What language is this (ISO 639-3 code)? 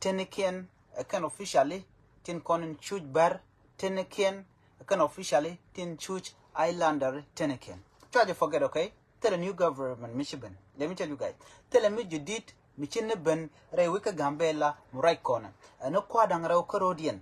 nus